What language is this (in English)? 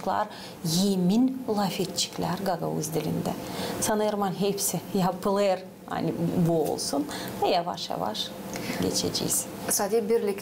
Gagauz